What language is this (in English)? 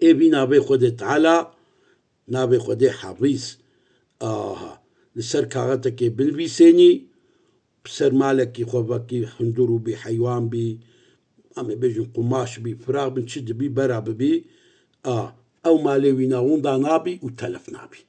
Kurdish